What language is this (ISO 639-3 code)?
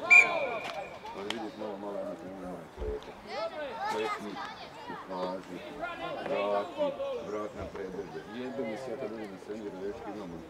hrv